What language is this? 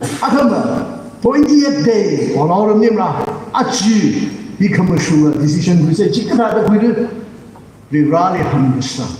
Tangkhul Naga (India)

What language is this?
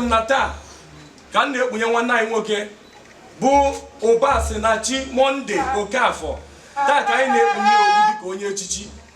Igbo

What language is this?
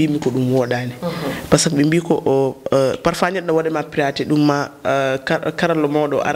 Fula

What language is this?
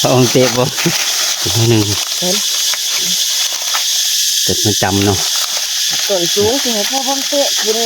Northeastern Thai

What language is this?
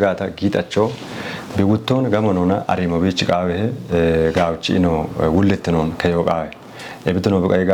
Kafa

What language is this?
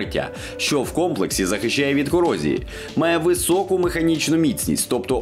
Ukrainian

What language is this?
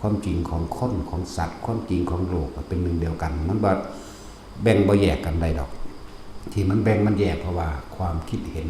Lao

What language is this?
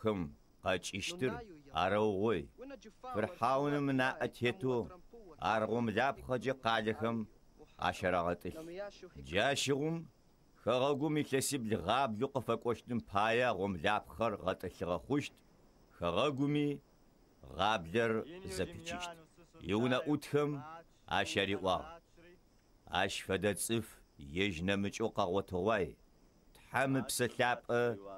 Adyghe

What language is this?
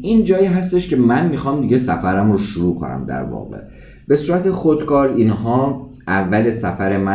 Persian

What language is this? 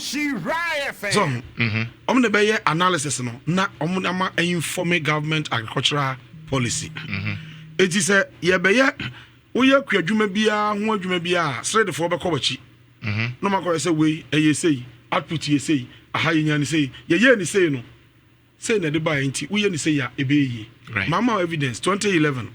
Akan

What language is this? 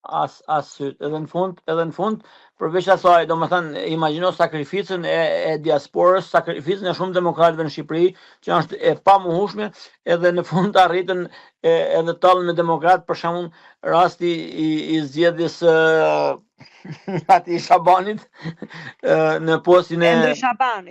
Albanian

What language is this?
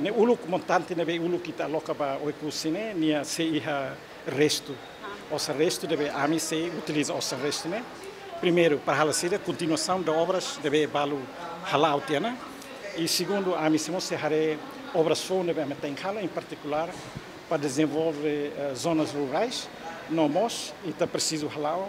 Tetum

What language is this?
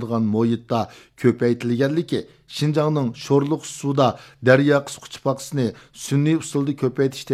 Uyghur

